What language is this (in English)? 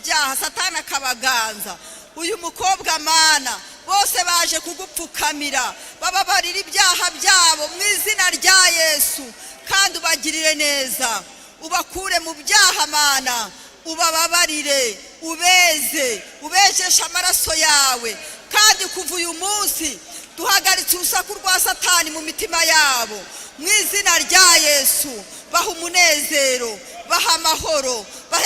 Kinyarwanda